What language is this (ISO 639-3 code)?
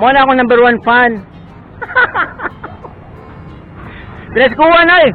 ceb